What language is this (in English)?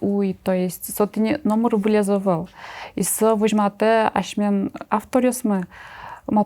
Udmurt